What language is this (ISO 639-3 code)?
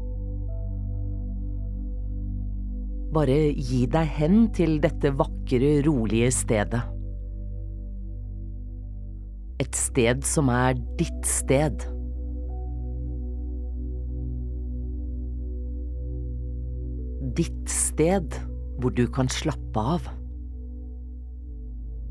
nor